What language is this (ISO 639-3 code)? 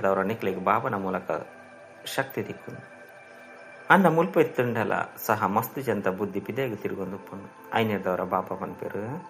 tcy